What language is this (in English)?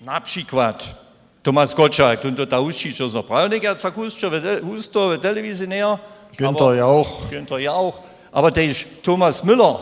Upper Sorbian